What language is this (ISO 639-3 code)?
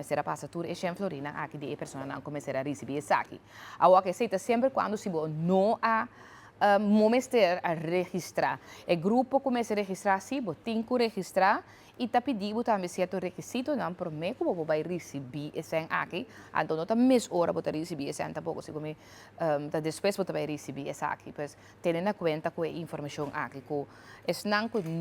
pap